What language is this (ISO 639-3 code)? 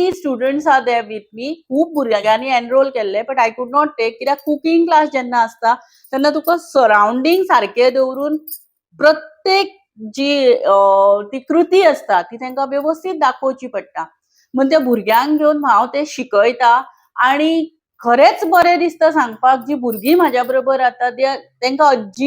kok